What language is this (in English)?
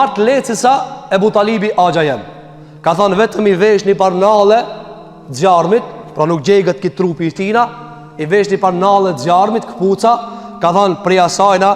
Albanian